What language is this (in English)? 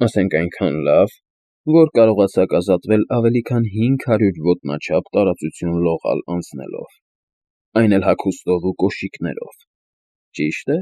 Armenian